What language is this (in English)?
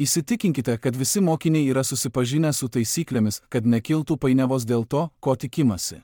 Lithuanian